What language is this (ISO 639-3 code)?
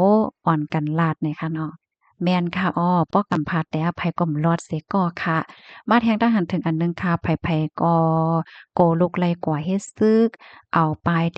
shn